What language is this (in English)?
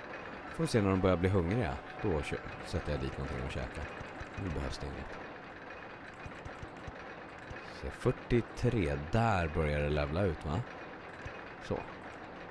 Swedish